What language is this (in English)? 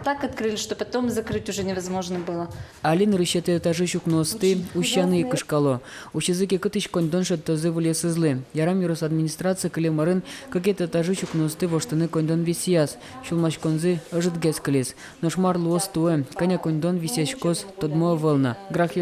Udmurt